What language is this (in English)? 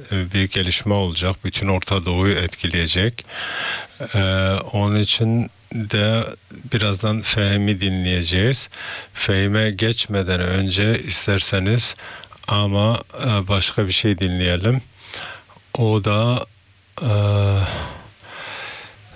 Turkish